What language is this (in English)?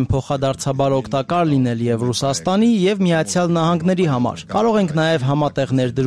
Armenian